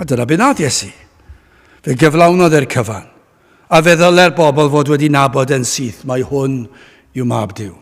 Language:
Welsh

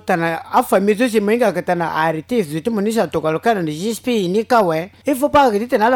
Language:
Sango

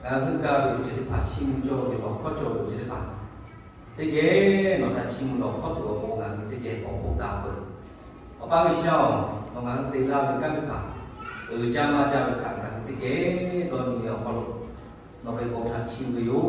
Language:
Lahu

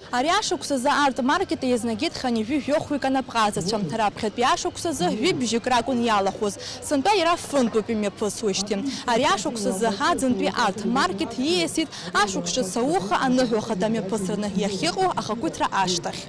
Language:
Abkhazian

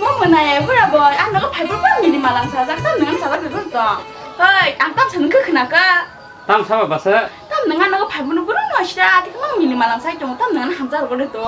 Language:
Kok Borok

